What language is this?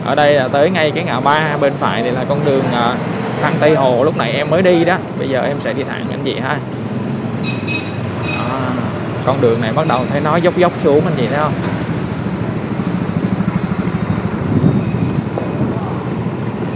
Vietnamese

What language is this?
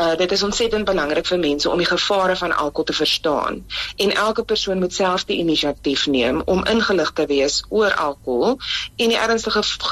Afrikaans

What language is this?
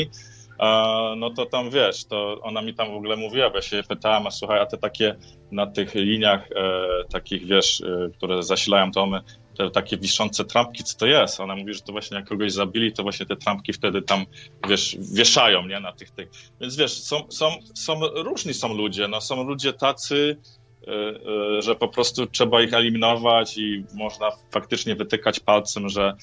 Polish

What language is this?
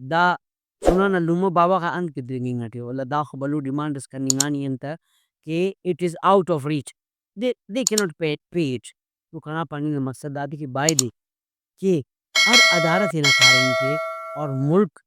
Brahui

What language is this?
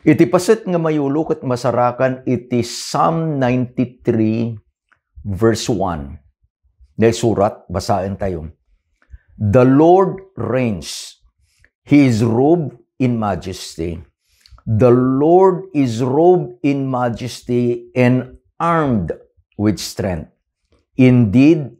Iloko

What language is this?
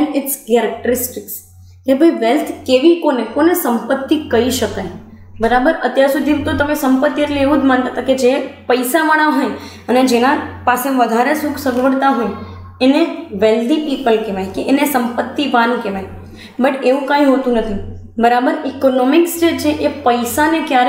Gujarati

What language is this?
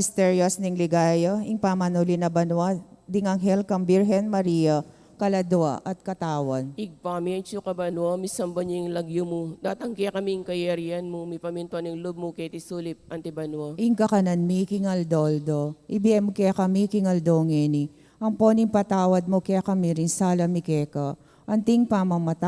Pampanga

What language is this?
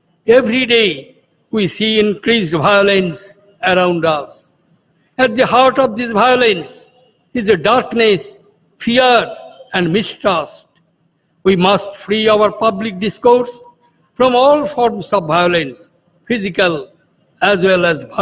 English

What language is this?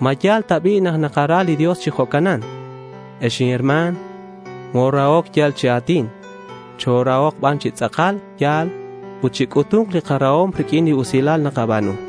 Kekchí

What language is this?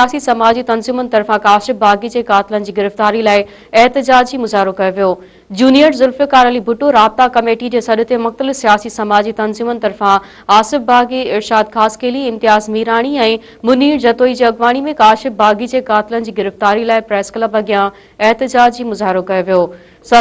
Sindhi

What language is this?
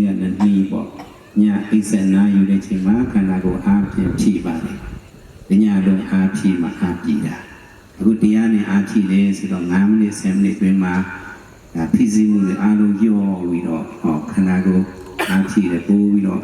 Shan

